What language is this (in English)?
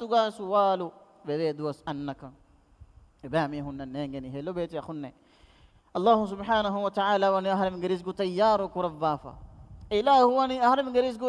Divehi